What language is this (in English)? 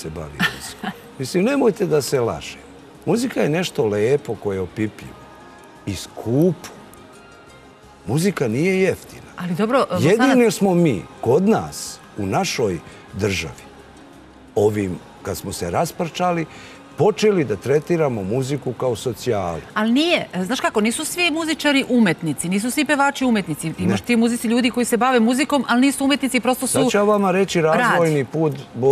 Serbian